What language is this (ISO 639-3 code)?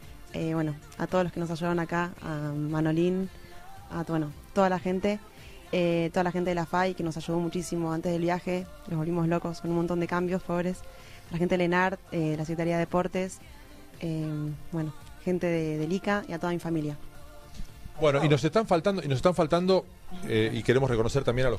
spa